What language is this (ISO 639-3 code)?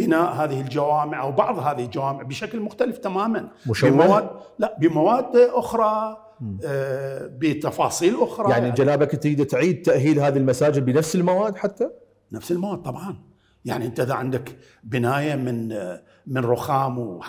acm